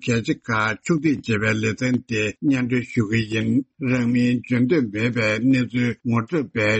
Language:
Tibetan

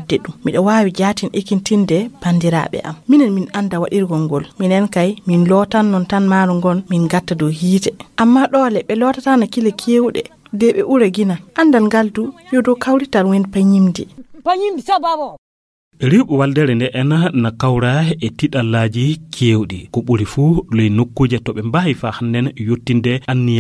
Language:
Fula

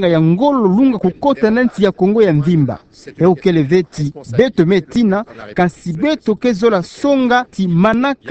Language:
Kituba (Democratic Republic of Congo)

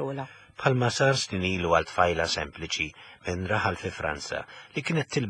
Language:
Maltese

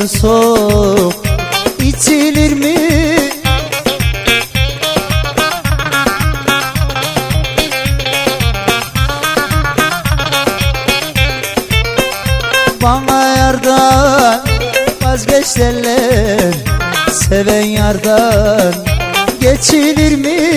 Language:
Turkish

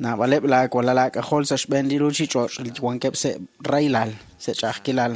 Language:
Kekchí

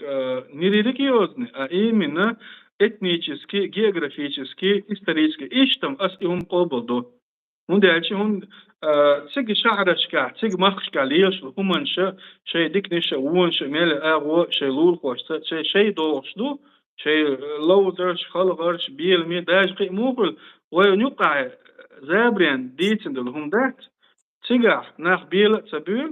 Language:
Chechen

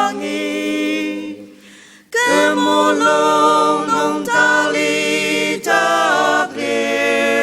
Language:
Ao Naga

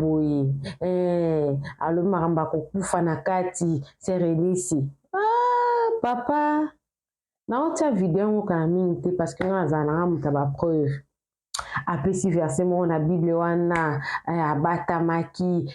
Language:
Lingala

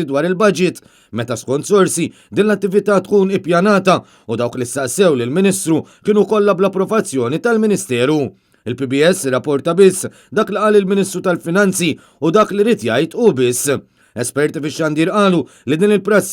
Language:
Maltese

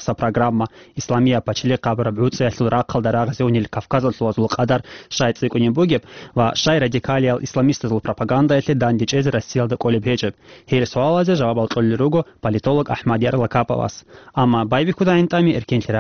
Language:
Avaric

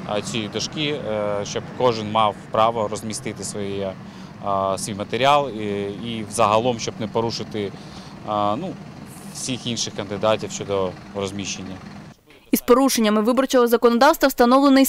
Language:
Ukrainian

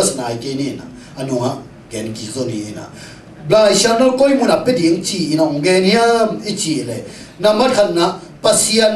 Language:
Tedim Chin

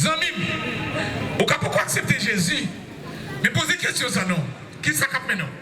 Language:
Haitian Creole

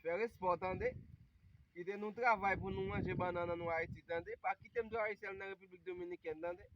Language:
Haitian Creole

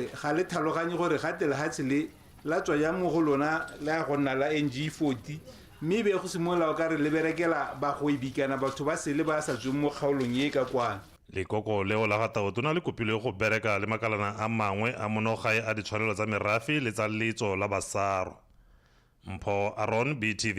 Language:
Tswana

